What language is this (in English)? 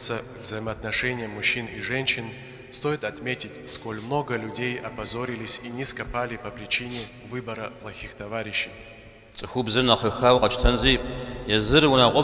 Kabardian